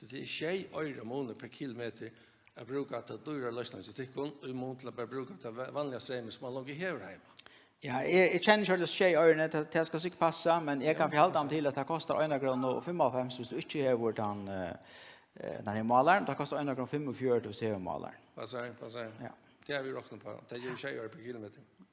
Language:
Faroese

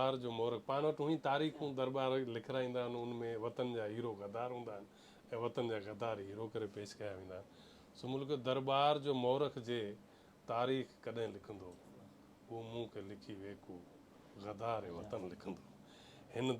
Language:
Sindhi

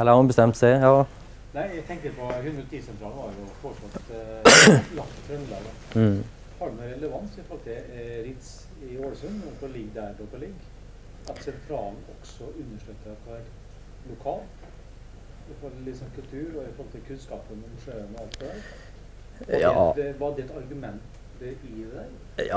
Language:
Norwegian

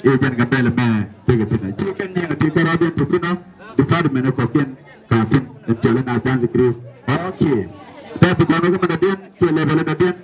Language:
Nuer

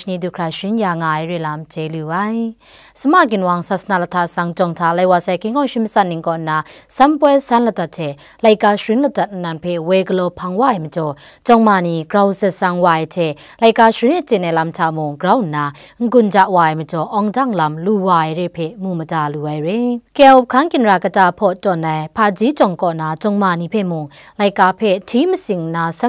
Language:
Kachin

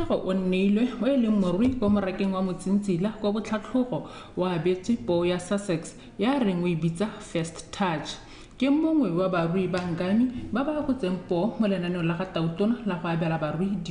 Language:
Tswana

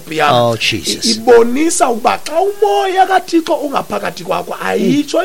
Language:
Xhosa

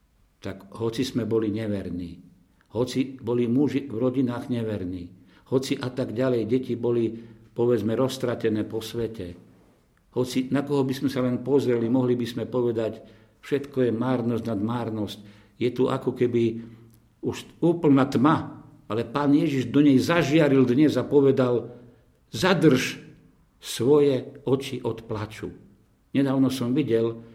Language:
Slovak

